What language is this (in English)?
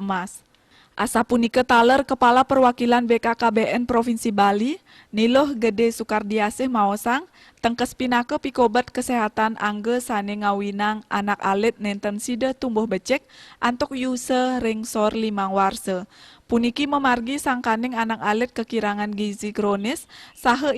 Balinese